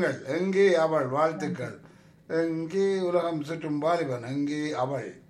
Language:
Tamil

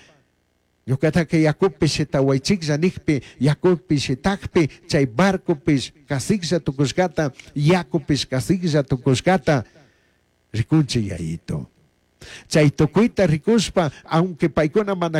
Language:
Chimborazo Highland Quichua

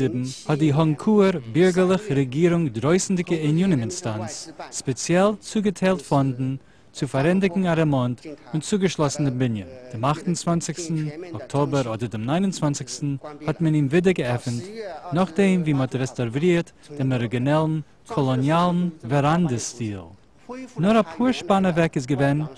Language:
Yiddish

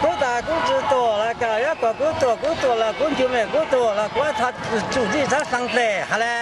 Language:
Hmong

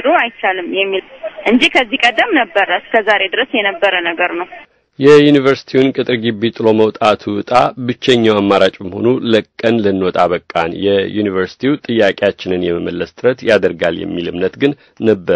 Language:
Amharic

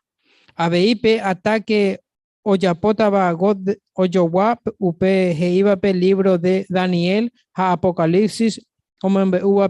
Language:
Guarani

